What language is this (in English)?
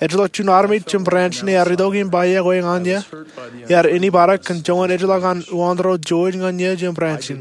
Marshallese